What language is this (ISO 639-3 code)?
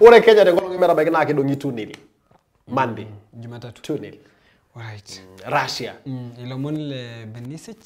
mas